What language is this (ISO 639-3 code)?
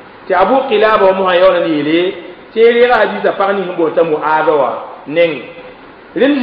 mos